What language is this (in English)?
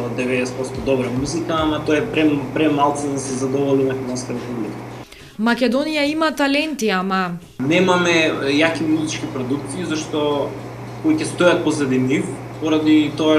Macedonian